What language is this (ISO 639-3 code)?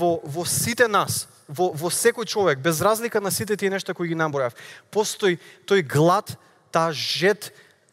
mkd